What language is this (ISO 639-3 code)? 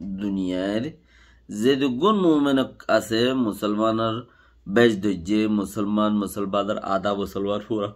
rhg